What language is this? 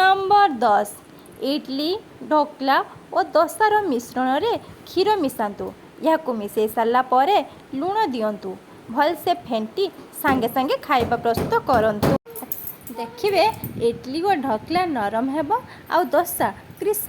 Odia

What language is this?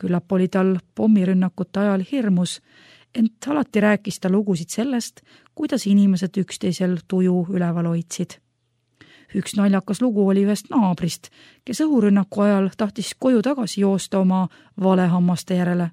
Estonian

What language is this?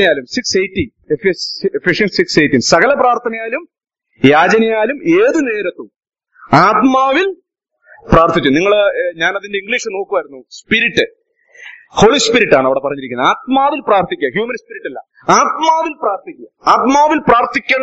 Malayalam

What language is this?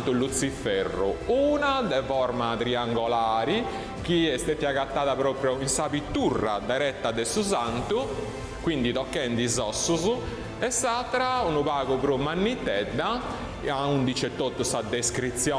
Sardinian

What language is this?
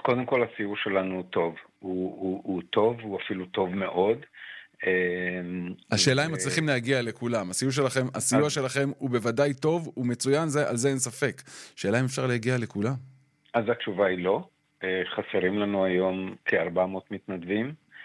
Hebrew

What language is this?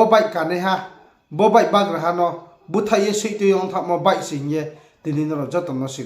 Riang (India)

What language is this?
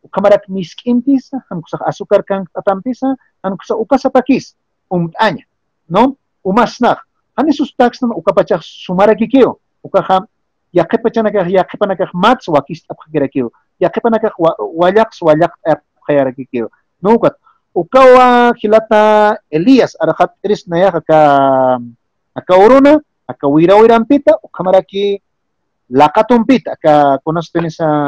Aymara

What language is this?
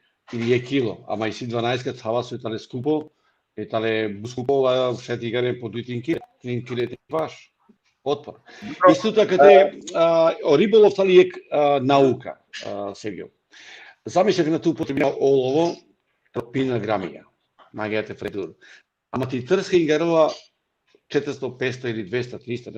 Balkan Romani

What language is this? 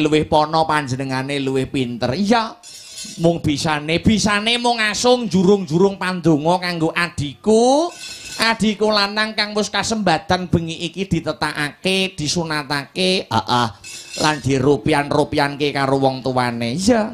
Javanese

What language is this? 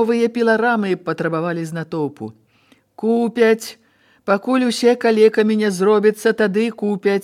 Belarusian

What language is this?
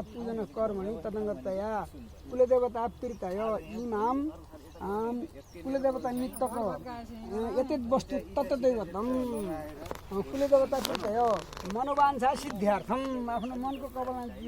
Nepali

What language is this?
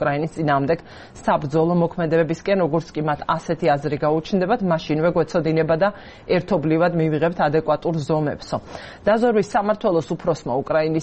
Georgian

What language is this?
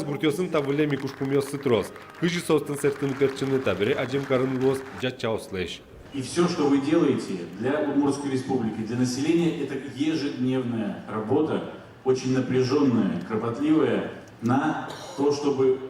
Udmurt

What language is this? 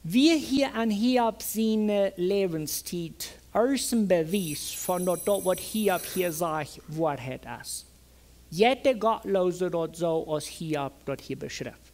Plautdietsch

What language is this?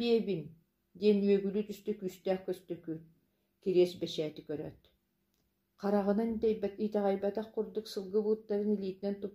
Yakut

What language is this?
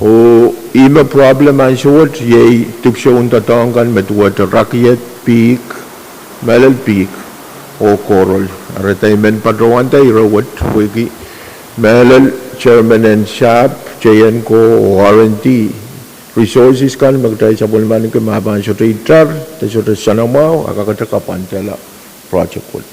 Pohnpeian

